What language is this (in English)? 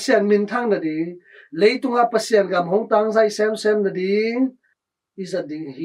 Tedim Chin